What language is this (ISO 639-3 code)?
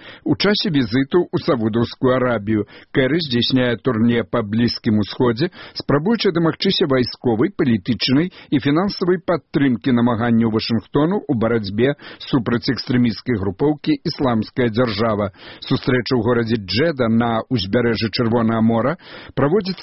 bel